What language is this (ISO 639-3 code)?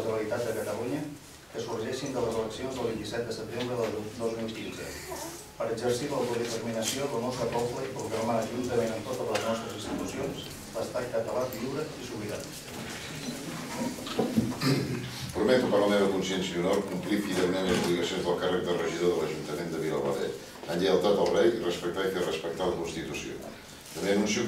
cat